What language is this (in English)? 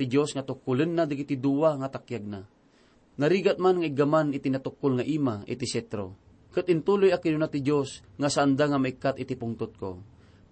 Iloko